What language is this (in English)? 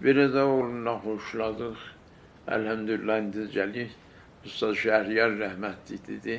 South Azerbaijani